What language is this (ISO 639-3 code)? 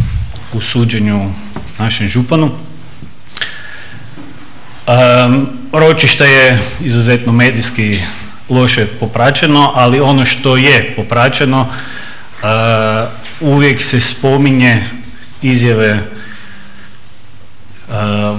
hrv